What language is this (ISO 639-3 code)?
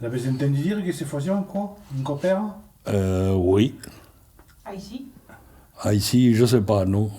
oci